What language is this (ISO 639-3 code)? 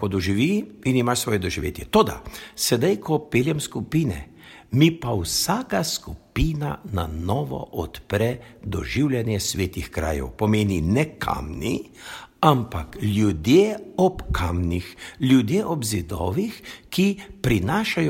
slv